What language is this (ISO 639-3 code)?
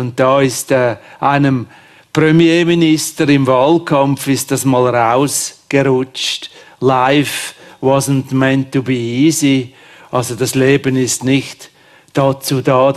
deu